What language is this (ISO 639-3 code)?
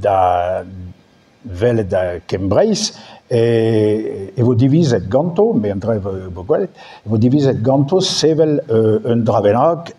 bre